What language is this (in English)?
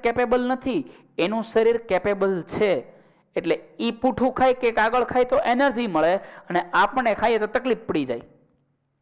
Gujarati